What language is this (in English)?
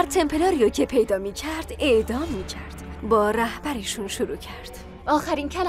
Persian